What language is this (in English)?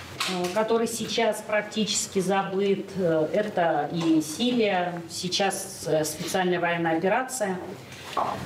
Russian